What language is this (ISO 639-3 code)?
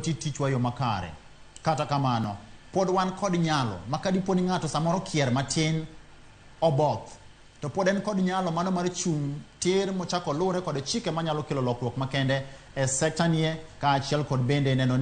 luo